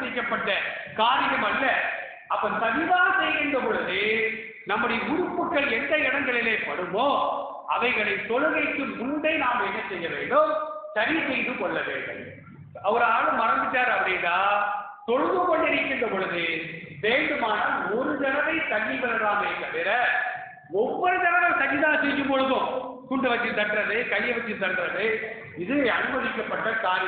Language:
Tamil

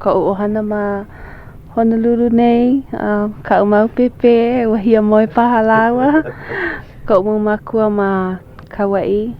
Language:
Hawaiian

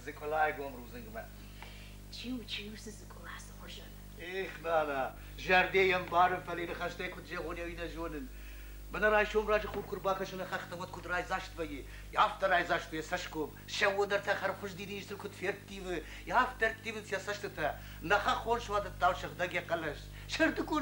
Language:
Ossetic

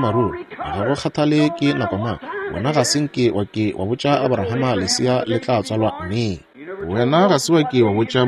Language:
Northern Sotho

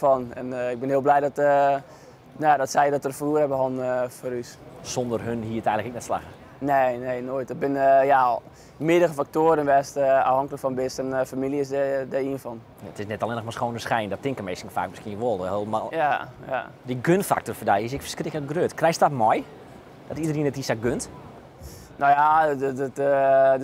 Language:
Western Frisian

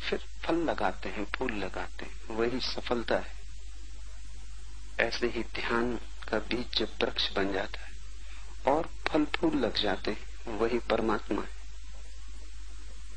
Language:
Hindi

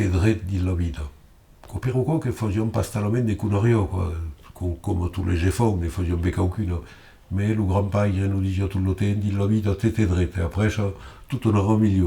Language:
Occitan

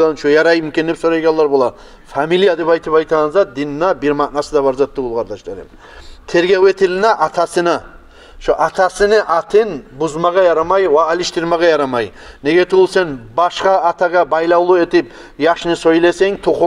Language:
Kumyk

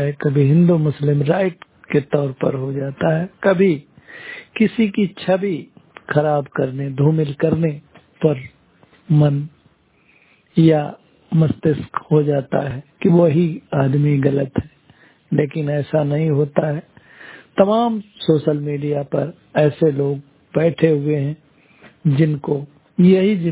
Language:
Hindi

